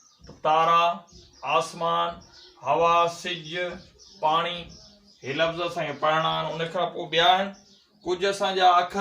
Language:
Sindhi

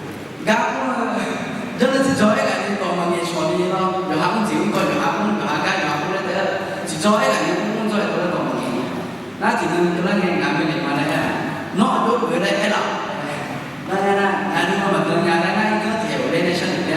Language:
Akha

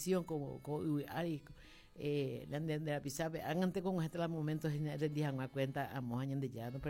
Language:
Guarani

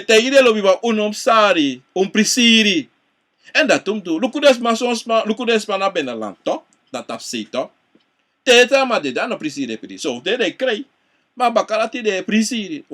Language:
Sranan Tongo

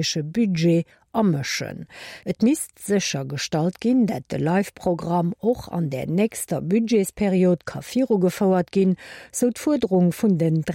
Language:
Luxembourgish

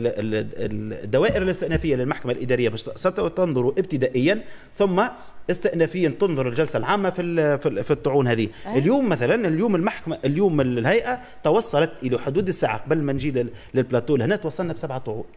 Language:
Tunisian Arabic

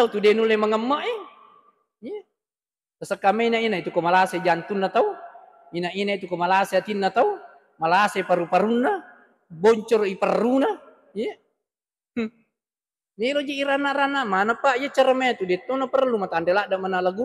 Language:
Buginese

